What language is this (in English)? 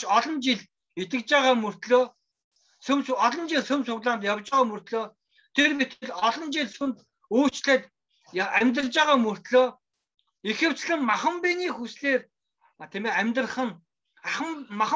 Mongolian